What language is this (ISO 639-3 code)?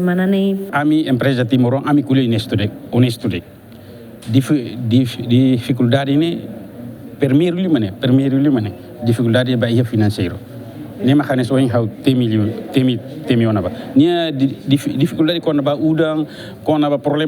tet